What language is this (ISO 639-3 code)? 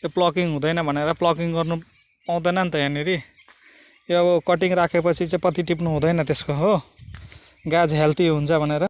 nep